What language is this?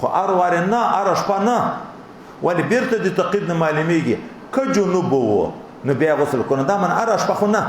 Pashto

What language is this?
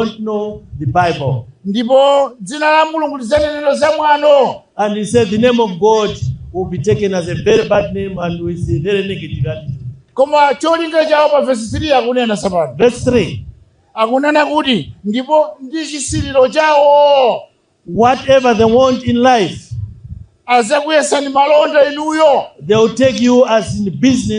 Nyanja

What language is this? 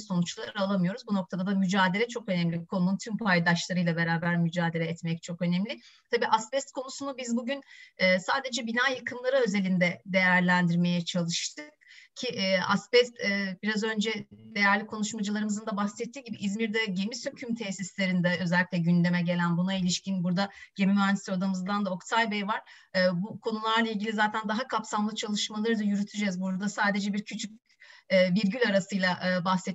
Turkish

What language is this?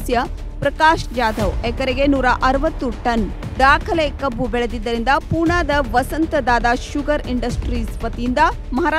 Kannada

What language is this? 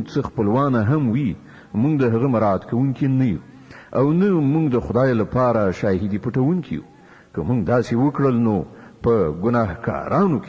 Pashto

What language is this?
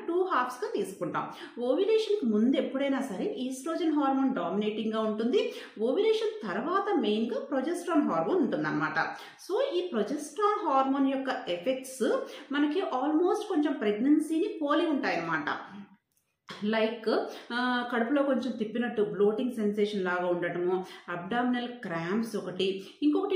Telugu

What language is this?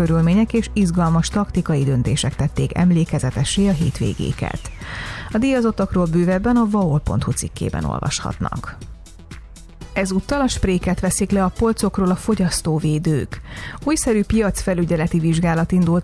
Hungarian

